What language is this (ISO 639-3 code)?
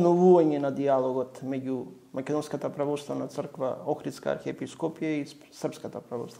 mkd